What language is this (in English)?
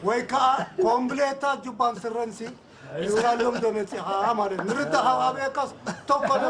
Tigrinya